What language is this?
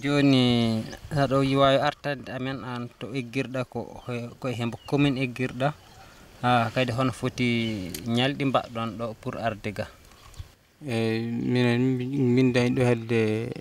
Fula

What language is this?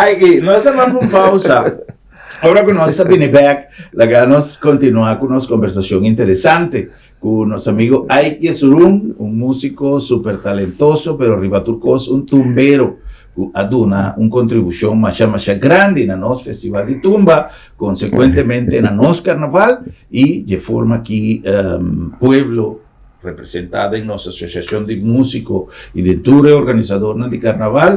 Papiamento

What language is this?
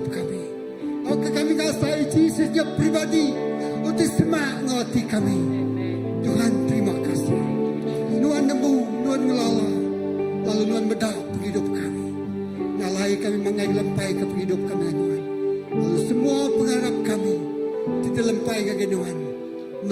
Iban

